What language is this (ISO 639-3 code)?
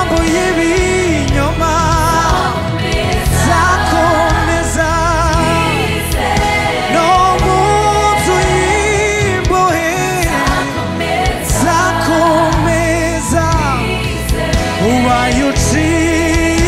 kin